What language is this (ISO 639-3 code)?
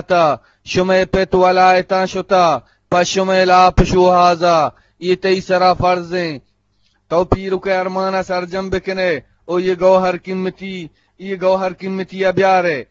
bgp